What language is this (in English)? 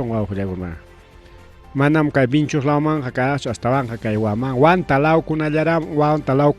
Ayacucho Quechua